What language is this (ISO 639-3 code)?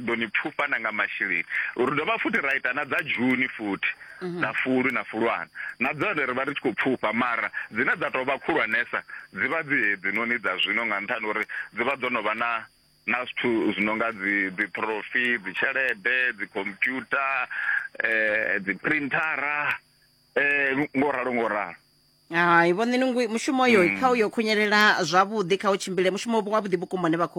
ven